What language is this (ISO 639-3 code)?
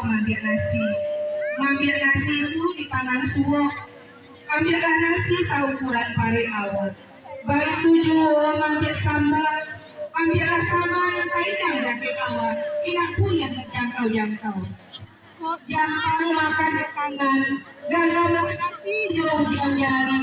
min